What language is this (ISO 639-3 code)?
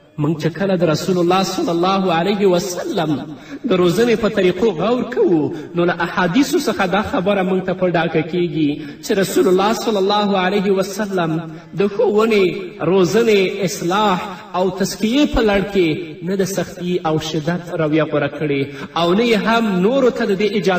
pus